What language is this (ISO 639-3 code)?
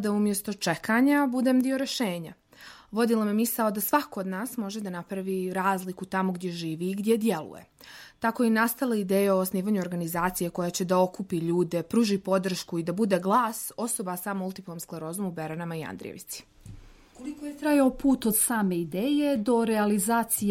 srp